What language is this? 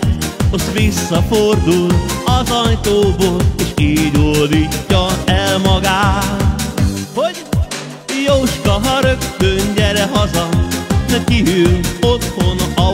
Hungarian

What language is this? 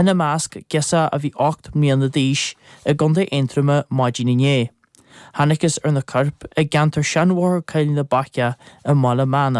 Irish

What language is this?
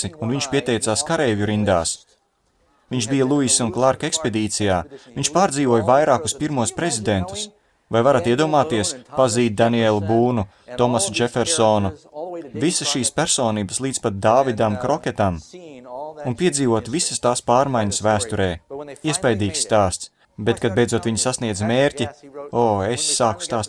Latvian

